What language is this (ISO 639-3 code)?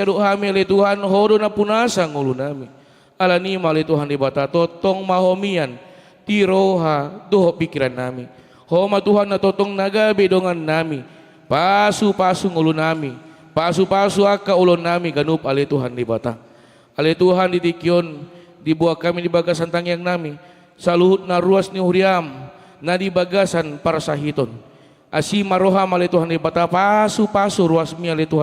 bbc